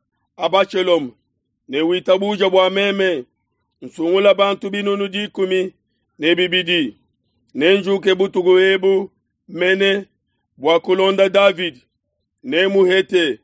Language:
Luba-Lulua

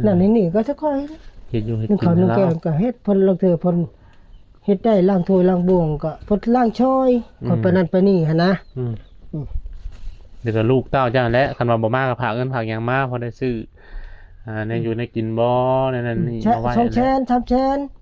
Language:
Lao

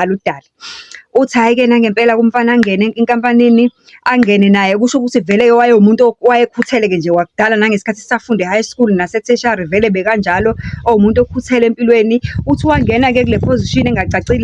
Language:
Zulu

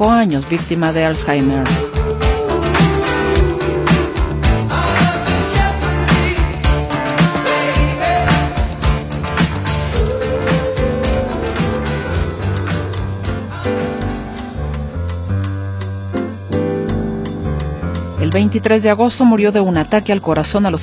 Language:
Spanish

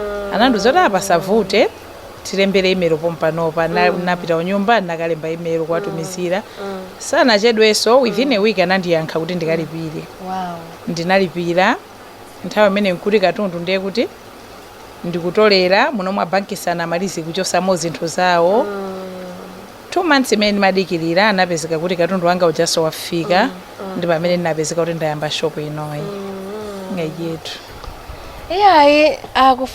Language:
Nyanja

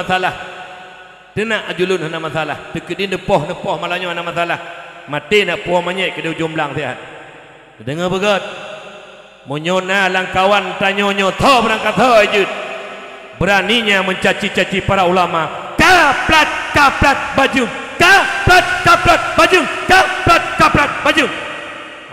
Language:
Achinese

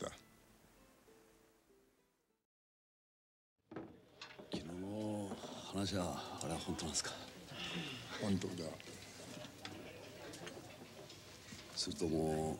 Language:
Japanese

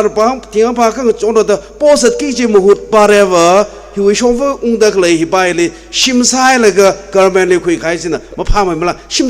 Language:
Tangkhul Naga (India)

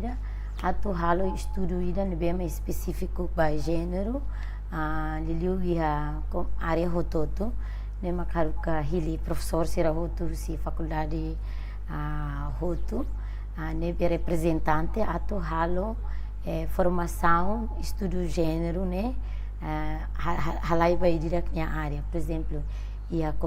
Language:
Tetum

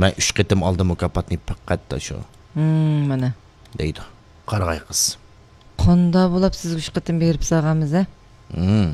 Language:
Uyghur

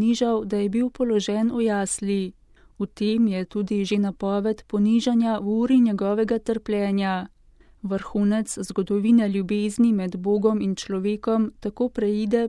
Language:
Slovenian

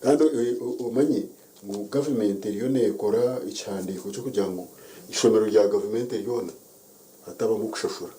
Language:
Nyankole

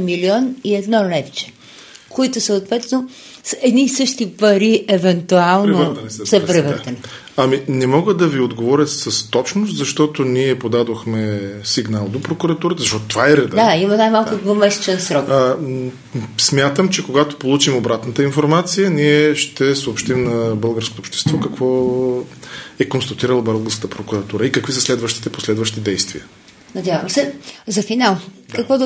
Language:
Bulgarian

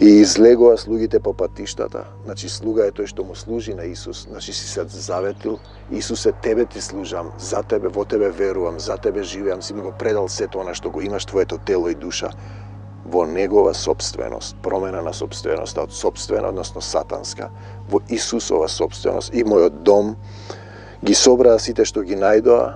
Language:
Macedonian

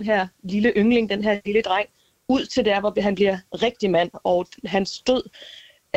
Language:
Danish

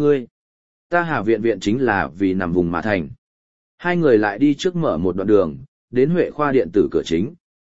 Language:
Vietnamese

